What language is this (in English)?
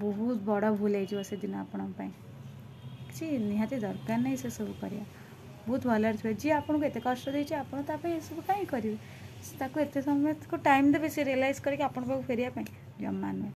Odia